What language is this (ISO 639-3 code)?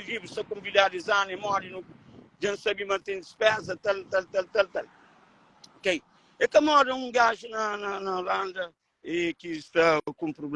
kea